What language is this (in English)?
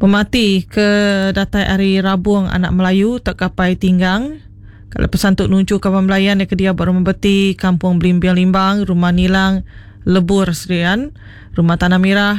Iban